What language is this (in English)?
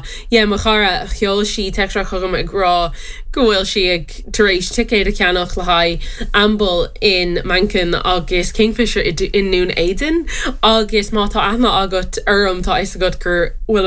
Irish